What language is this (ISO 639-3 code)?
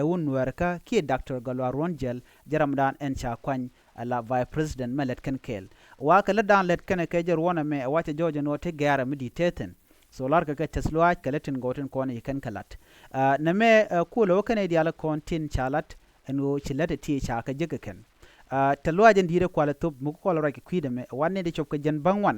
nus